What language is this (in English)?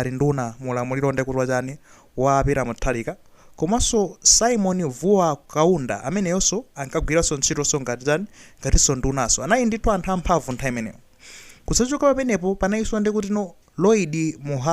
Nyanja